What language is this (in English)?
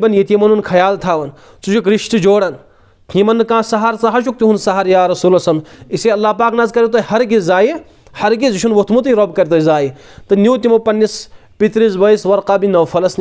Kashmiri